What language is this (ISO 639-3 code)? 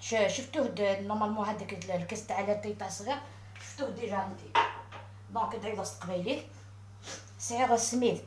arq